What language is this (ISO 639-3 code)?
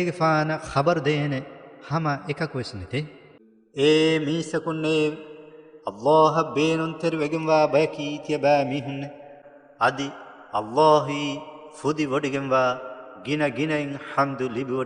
div